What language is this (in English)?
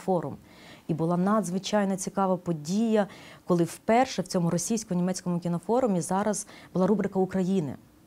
Ukrainian